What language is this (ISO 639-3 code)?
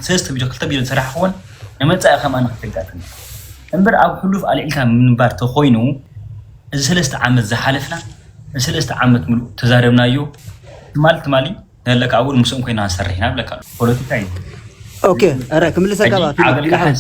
tir